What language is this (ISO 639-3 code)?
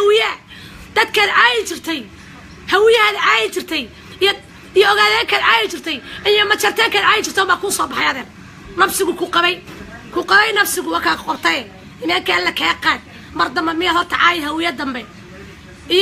som